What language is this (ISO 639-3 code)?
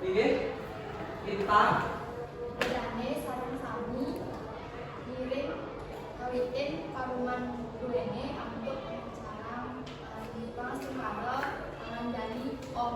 ban